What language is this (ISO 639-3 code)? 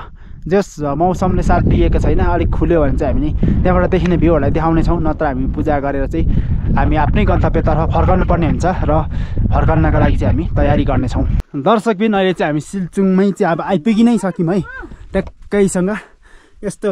nep